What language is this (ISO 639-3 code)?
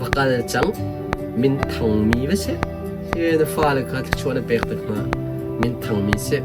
cnh